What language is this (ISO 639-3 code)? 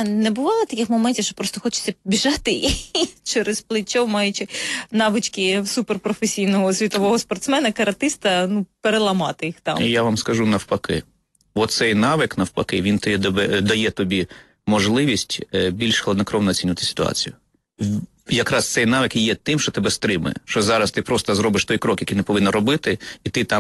ukr